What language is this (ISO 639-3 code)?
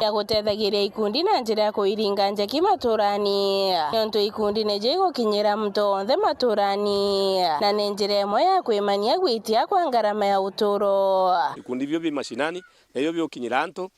mer